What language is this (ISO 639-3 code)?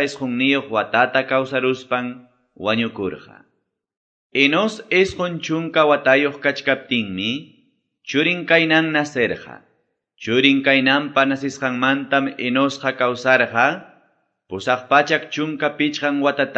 que